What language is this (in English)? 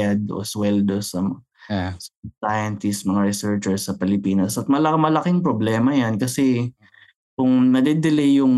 Filipino